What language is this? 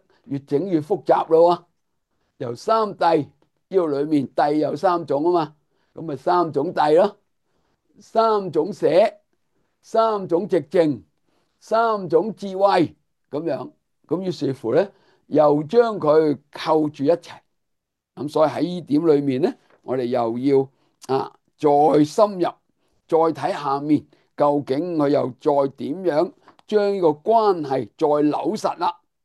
Cantonese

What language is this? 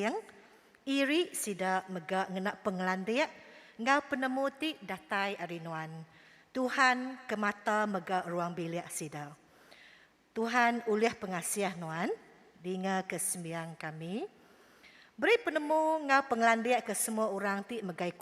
Iban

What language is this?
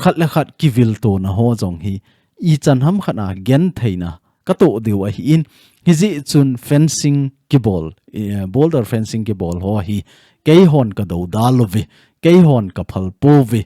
Thado Chin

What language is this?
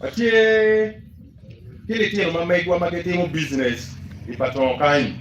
Acoli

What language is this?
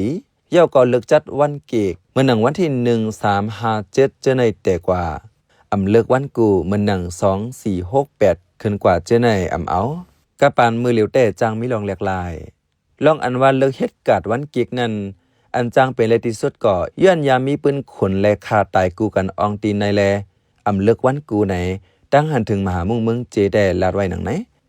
Shan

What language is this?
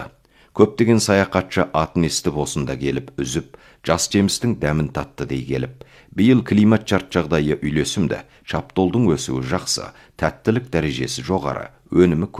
Kazakh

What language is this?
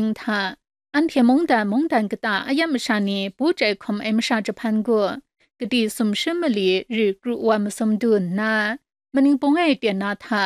Kachin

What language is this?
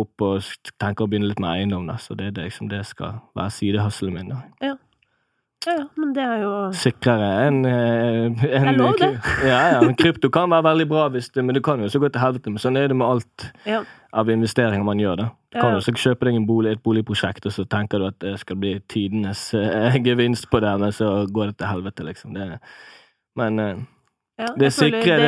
Norwegian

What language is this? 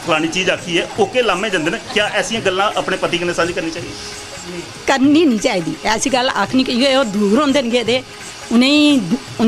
Dogri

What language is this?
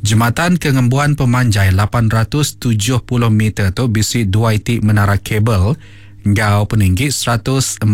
Iban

